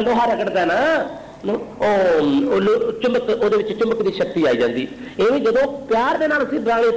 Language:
Punjabi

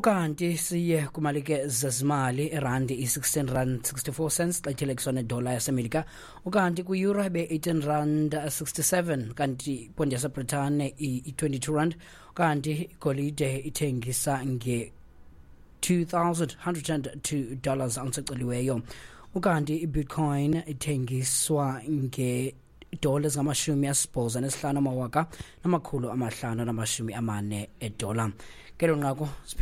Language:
Xhosa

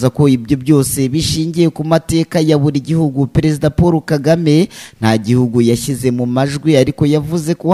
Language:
Kinyarwanda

